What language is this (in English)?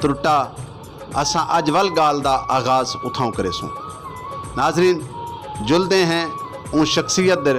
Saraiki